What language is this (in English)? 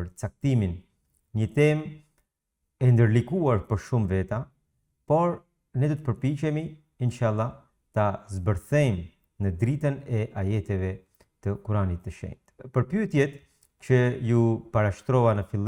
Albanian